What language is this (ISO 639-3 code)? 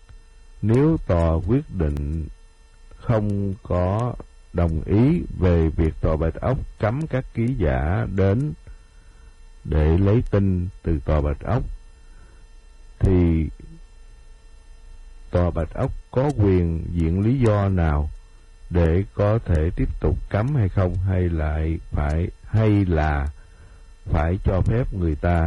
vie